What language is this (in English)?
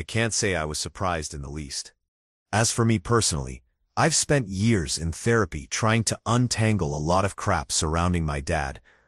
English